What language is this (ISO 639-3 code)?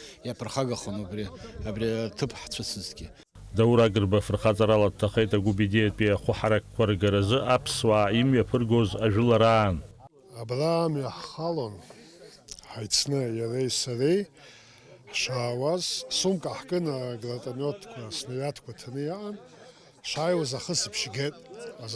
abk